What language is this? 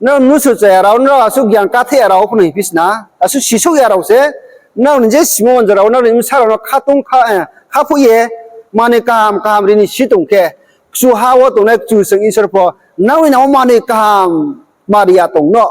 Riang (India)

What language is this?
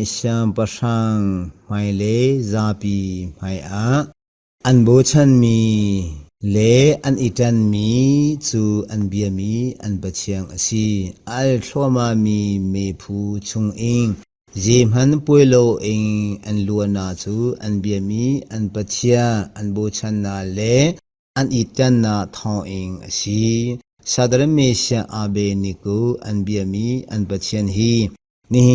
Hakha Chin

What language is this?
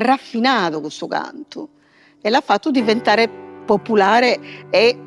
Sardinian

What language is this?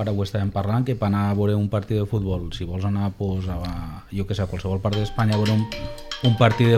Catalan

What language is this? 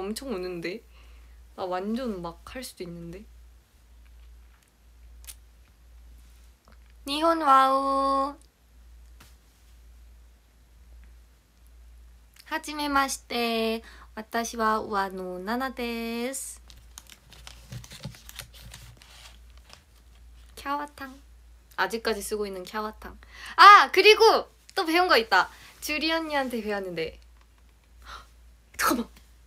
Korean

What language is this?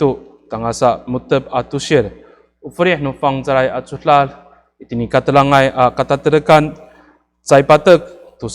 Amis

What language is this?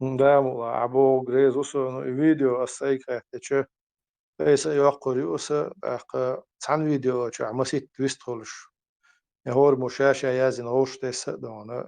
Chechen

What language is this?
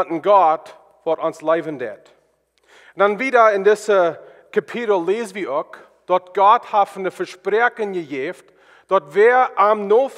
Plautdietsch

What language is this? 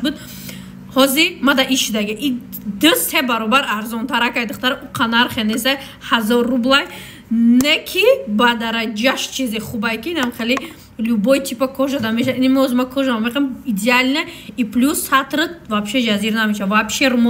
Tajik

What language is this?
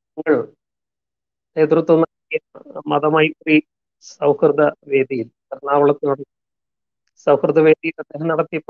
Malayalam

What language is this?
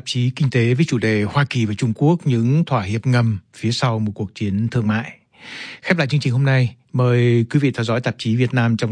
Vietnamese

